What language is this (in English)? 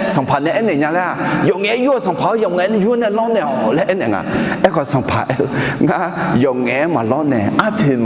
Akha